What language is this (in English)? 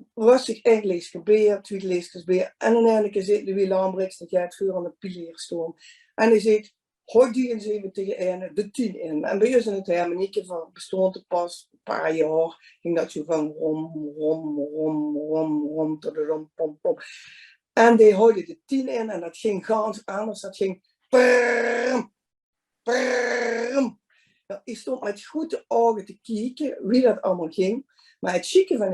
Limburgish